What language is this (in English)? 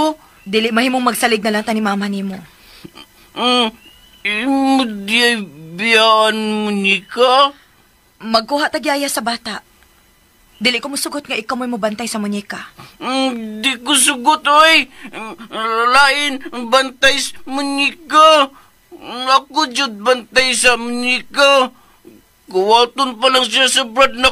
Cebuano